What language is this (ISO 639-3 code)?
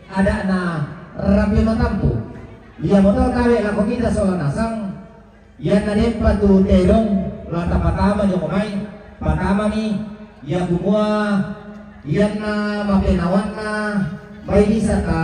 sda